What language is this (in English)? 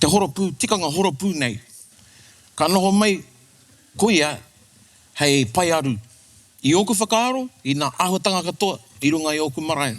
Māori